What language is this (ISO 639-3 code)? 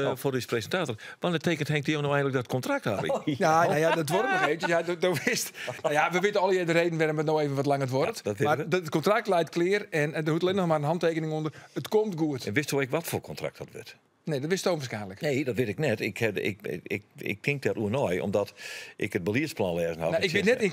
fry